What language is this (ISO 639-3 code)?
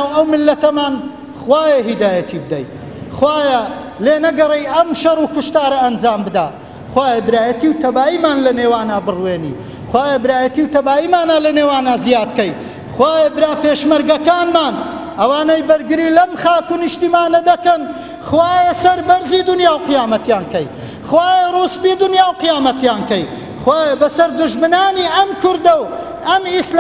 ckb